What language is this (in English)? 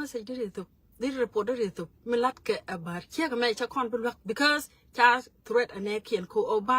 Nuer